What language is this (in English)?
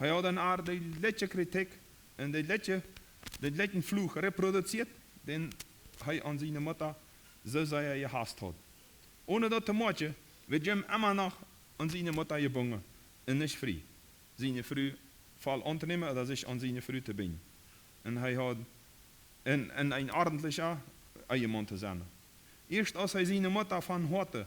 Plautdietsch